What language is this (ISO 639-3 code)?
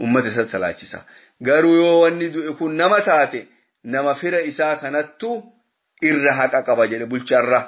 orm